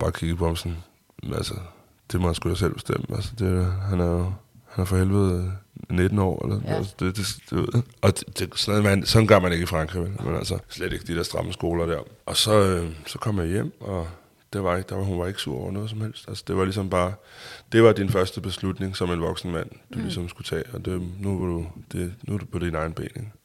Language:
Danish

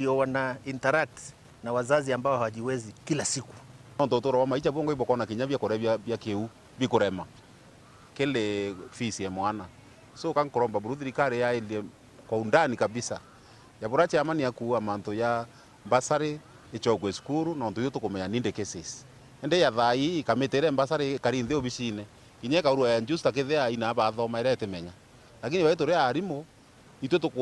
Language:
Meru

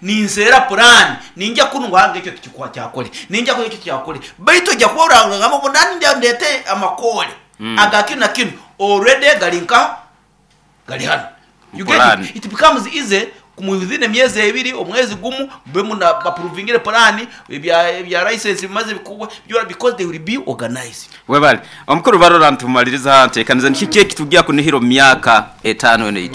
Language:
Nyoro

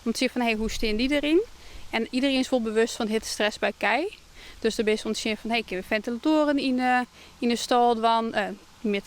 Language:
Western Frisian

